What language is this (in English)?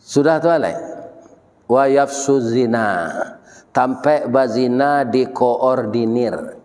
Minangkabau